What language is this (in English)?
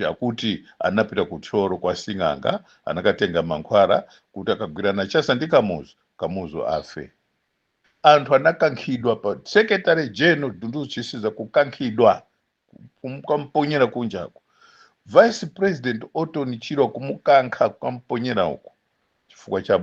Nyanja